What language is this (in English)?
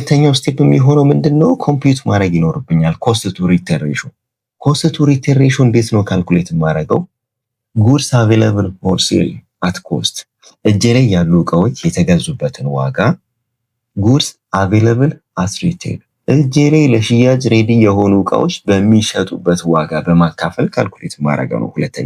Amharic